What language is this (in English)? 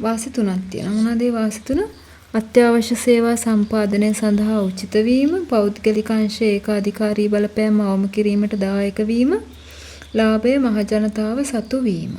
Sinhala